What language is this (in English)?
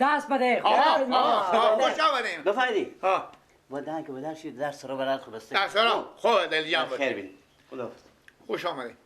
Persian